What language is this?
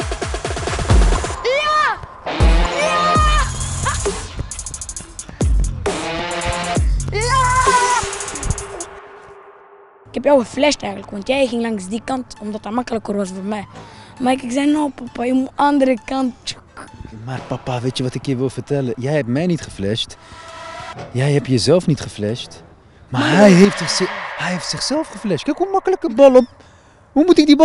Dutch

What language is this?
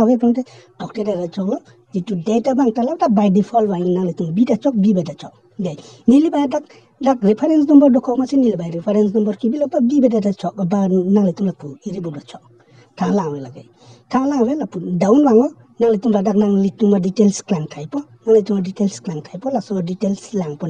Karbi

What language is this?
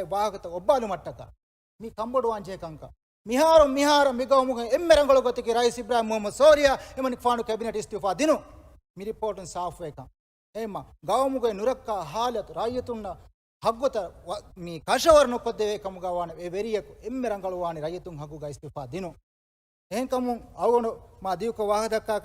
Divehi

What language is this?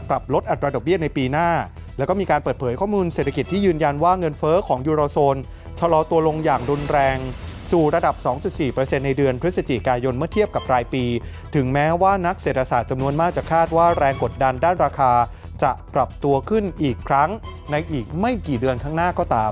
Thai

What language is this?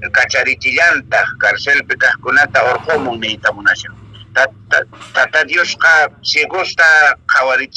Quechua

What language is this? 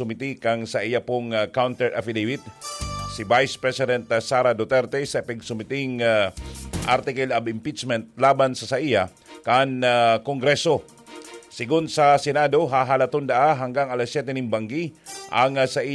Bikol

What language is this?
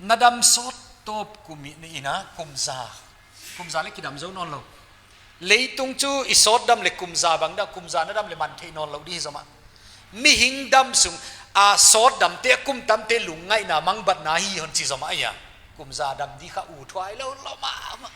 Paite Chin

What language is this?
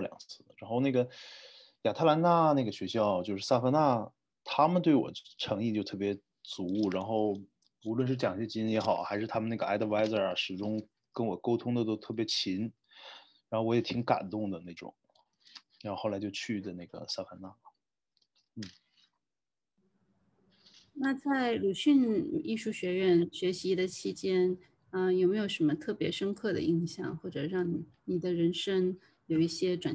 Chinese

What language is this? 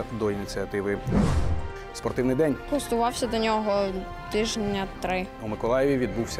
Ukrainian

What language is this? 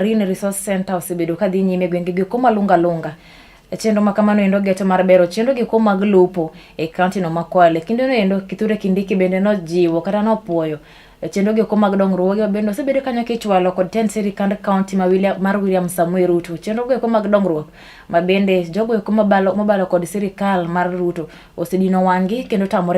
Luo (Kenya and Tanzania)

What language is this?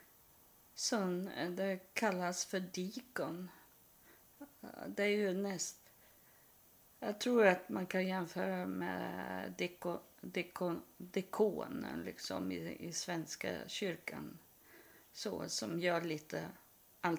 Swedish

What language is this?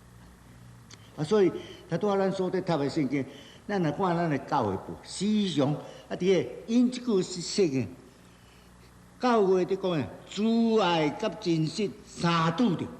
Min Nan Chinese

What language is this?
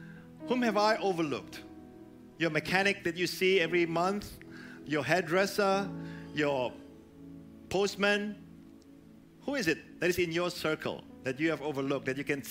English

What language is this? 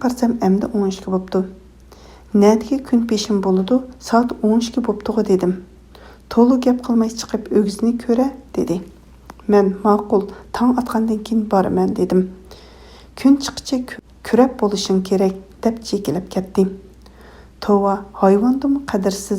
Uyghur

